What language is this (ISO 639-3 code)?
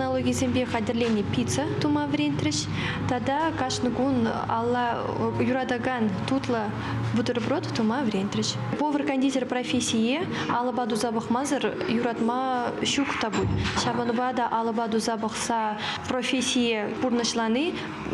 chv